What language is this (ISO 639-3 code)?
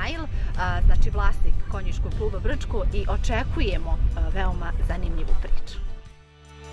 bos